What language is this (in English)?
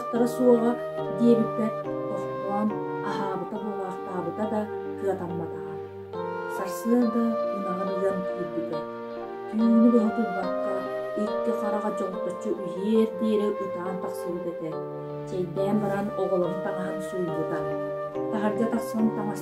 Yakut